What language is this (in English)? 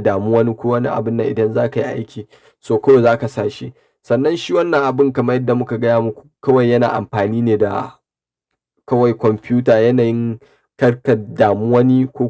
Hausa